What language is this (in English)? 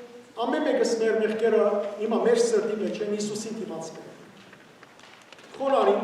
Western Armenian